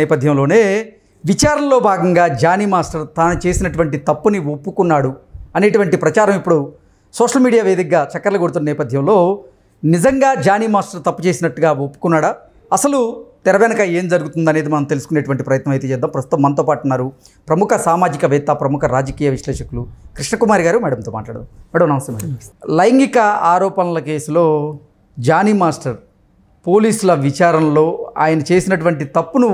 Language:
Telugu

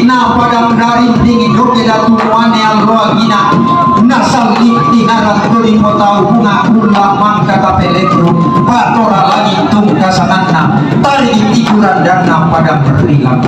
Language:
Toraja-Sa'dan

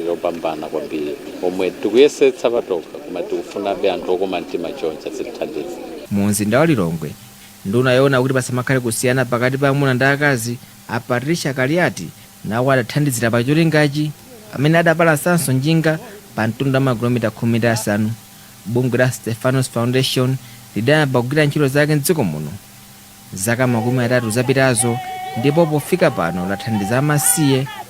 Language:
Nyanja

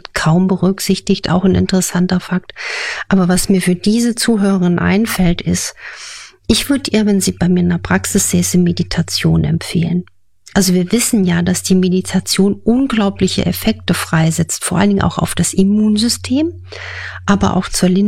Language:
German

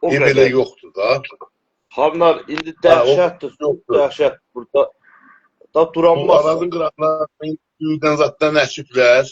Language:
South Azerbaijani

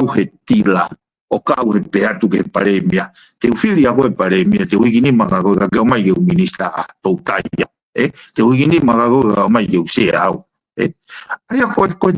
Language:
Tongan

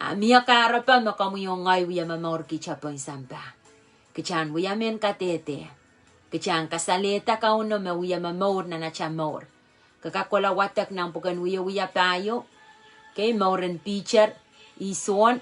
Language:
Pohnpeian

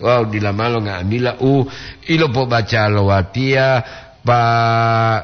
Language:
Gorontalo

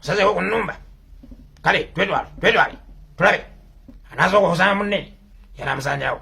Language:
Ganda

